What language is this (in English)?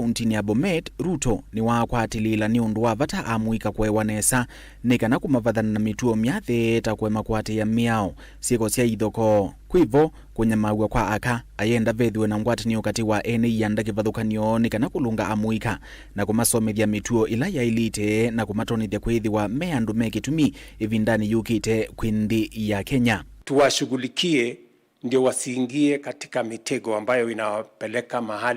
Kamba